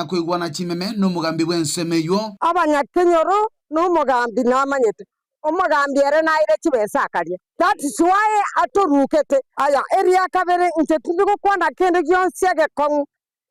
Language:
Gusii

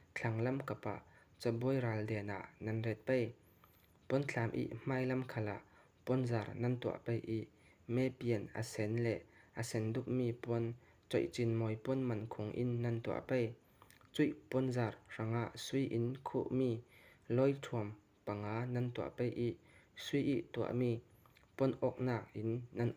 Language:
Falam Chin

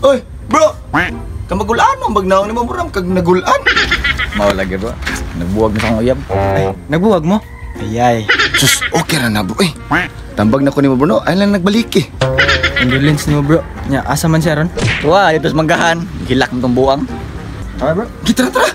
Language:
Cebuano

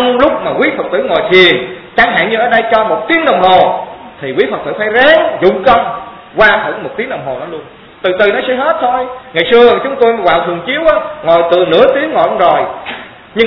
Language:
Vietnamese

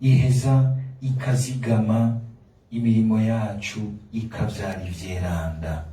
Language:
Rundi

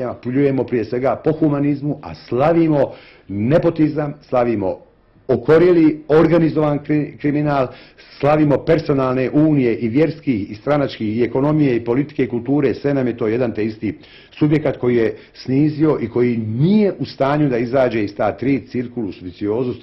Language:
Bosnian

